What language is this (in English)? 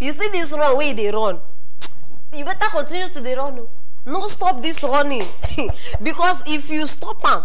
Nigerian Pidgin